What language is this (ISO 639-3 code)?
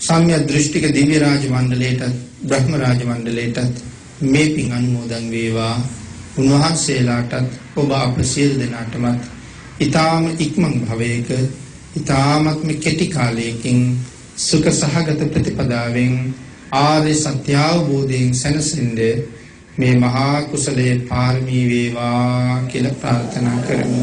sin